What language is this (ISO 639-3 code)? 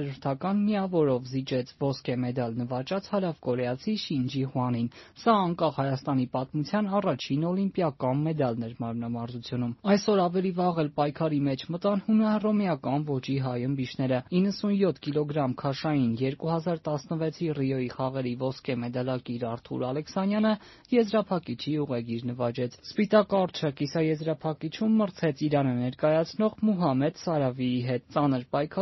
hye